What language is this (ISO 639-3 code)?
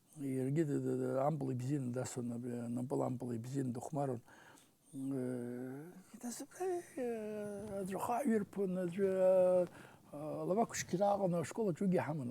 abk